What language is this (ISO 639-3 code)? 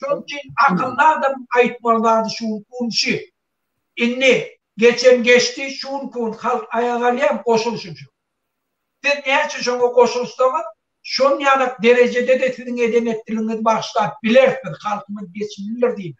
tuk